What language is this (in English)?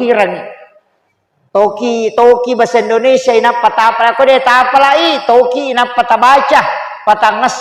Buginese